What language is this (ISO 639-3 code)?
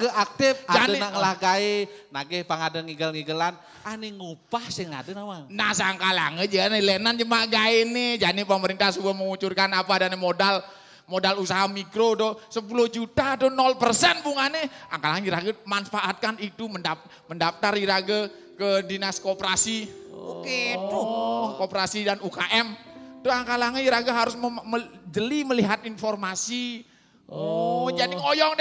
ban